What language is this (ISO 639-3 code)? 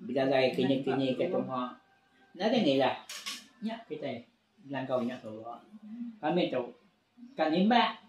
iba